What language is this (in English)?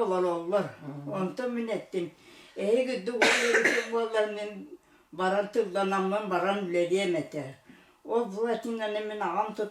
Yakut